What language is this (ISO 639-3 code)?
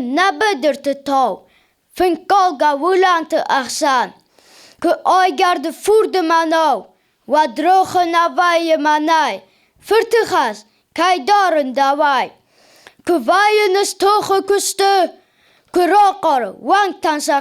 oss